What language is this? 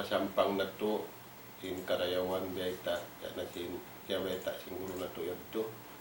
Tausug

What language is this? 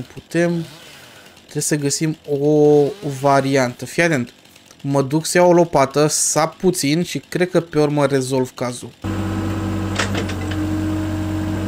Romanian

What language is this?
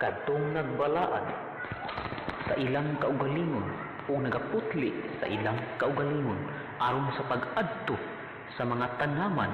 Cebuano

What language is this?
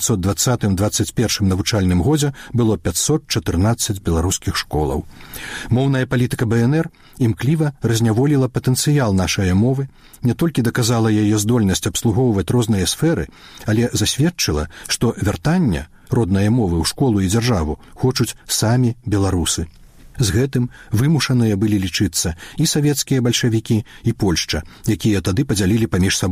Belarusian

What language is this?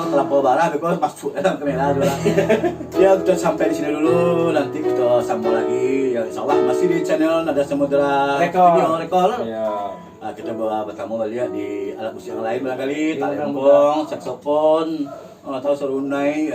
Minangkabau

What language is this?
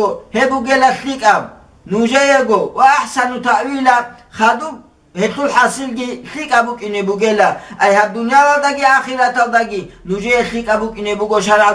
Avaric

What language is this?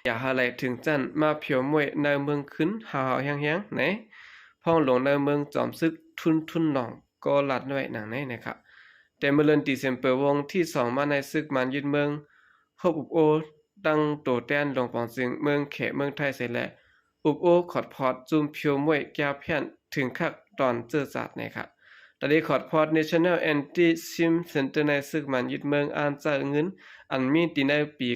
Shan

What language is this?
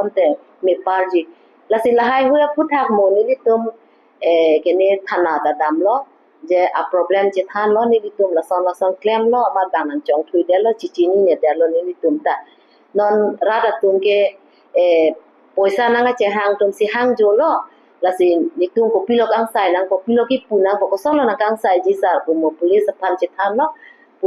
Karbi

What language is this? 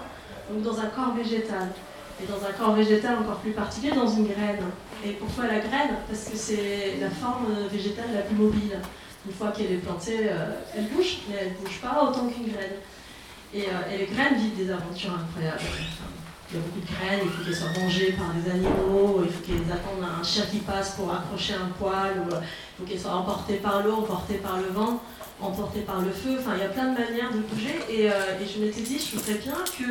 French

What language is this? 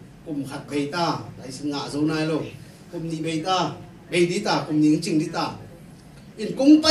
Tedim Chin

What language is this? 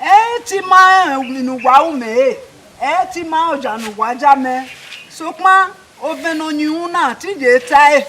Bini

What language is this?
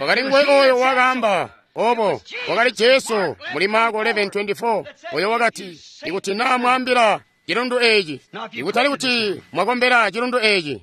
Tonga (Zambia)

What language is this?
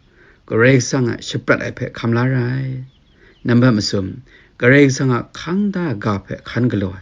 Kachin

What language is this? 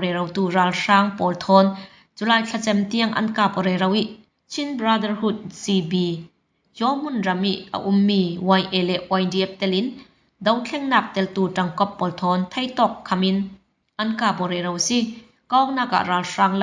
Falam Chin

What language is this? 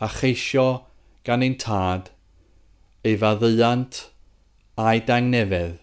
Welsh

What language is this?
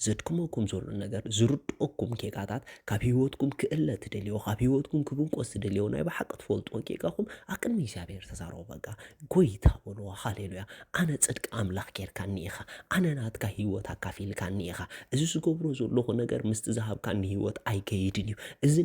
Tigrinya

